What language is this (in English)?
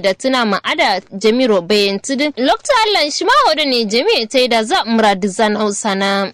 Kanuri